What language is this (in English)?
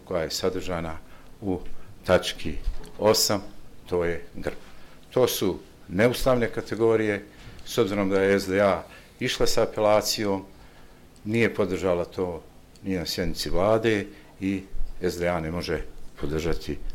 Bosnian